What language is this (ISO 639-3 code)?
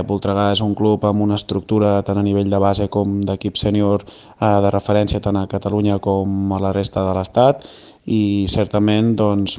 cat